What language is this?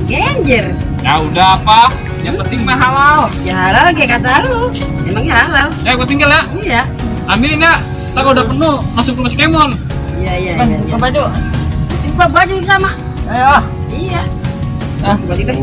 Betawi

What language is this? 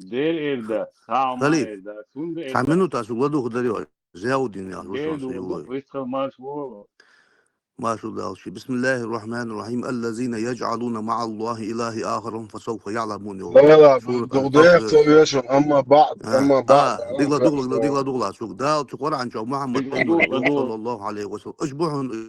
Chechen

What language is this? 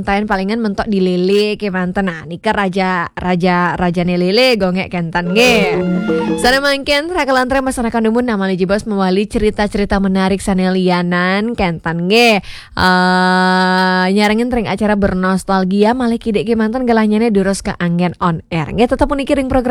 Balinese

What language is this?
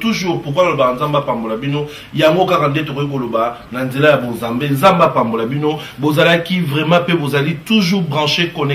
Lingala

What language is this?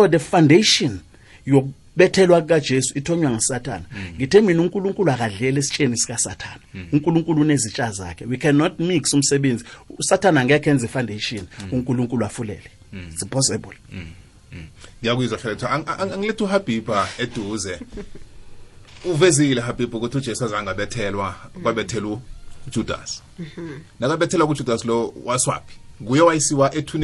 South Ndebele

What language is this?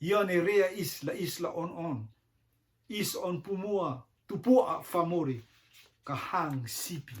Rotuman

